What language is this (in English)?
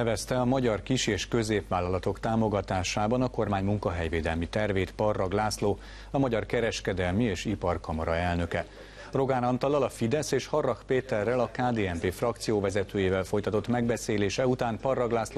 Hungarian